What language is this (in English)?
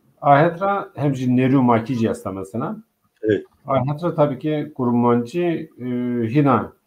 Zaza